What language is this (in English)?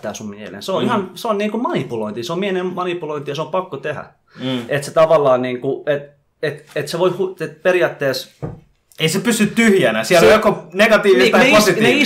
Finnish